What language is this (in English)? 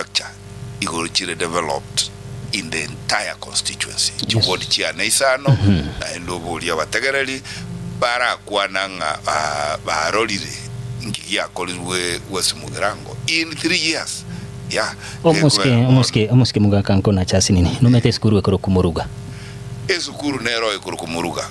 Gusii